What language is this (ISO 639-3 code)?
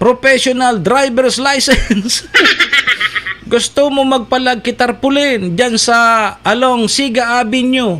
bik